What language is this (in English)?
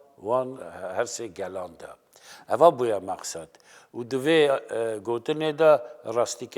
Kurdish